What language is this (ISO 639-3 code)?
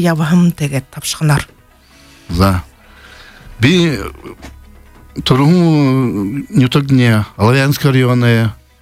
bua